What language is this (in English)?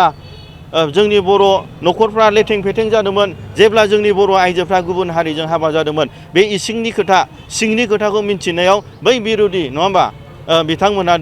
Bodo